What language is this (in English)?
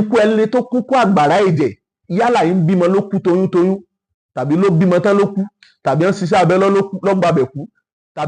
Yoruba